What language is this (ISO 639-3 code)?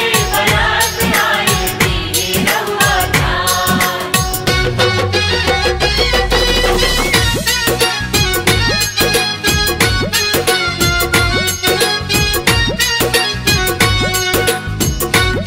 bho